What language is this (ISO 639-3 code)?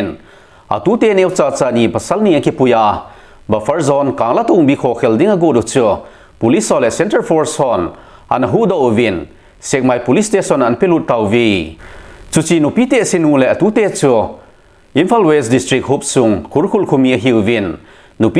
tcz